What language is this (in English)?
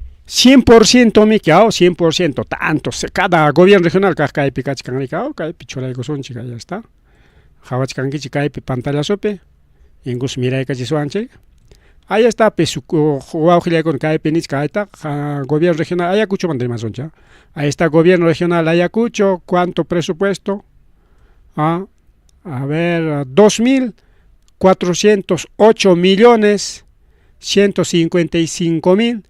Ayacucho Quechua